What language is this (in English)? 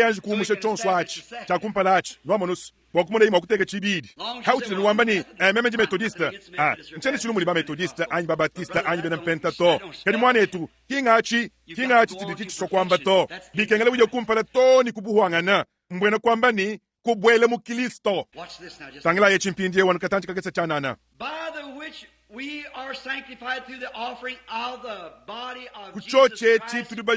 Luba-Lulua